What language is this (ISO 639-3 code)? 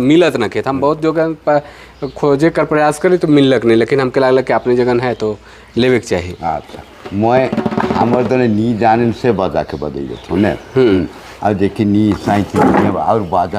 sck